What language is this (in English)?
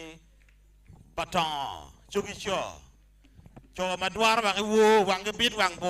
Acoli